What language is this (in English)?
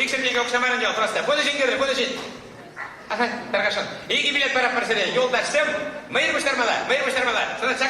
Chuvash